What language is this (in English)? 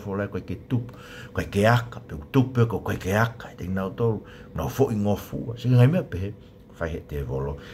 Tongan